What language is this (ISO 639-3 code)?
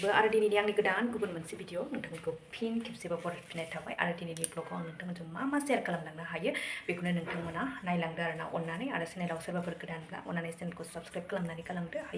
brx